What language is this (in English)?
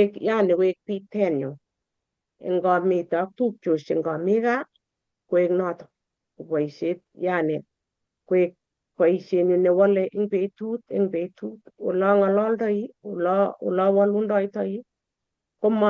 Kalenjin